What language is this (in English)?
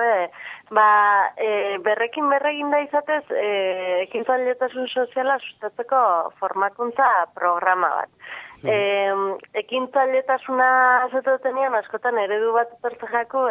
Basque